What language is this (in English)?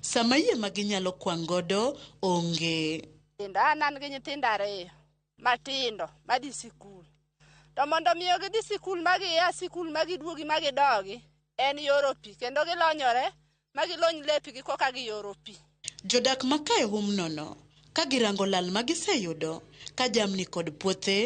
Luo (Kenya and Tanzania)